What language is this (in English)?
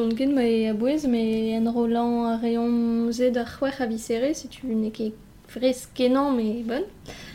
Breton